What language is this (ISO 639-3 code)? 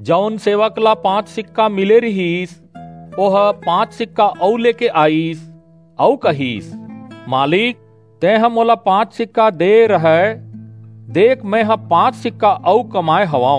hne